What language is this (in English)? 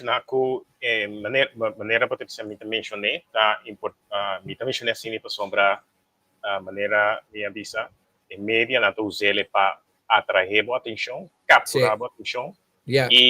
Papiamento